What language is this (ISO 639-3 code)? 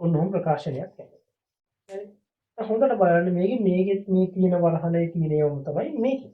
sin